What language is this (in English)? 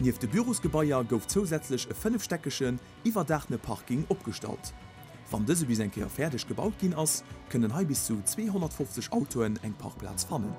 Luxembourgish